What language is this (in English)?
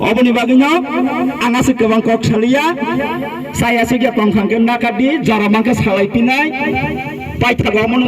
Kok Borok